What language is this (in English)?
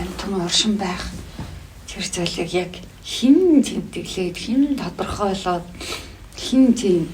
Mongolian